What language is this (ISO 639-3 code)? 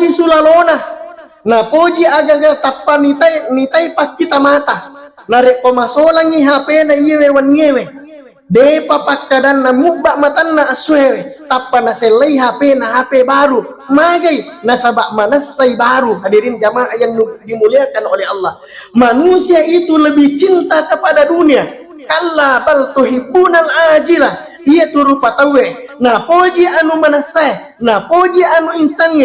bug